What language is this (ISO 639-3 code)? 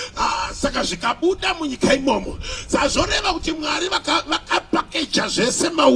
sna